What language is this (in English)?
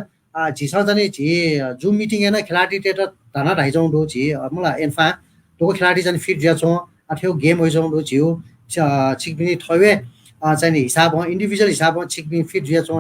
Newari